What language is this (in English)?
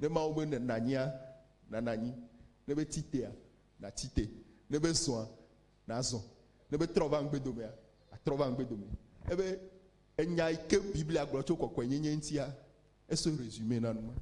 Ewe